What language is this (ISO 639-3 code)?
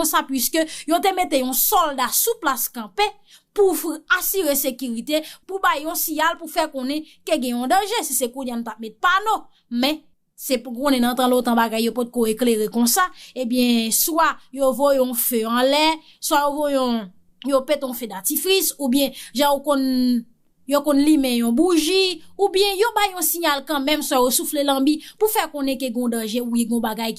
hat